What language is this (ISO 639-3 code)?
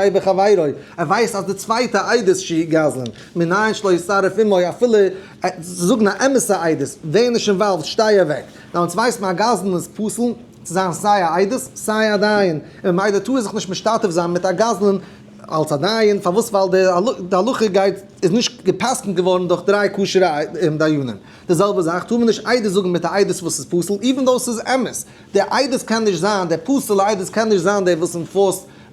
yid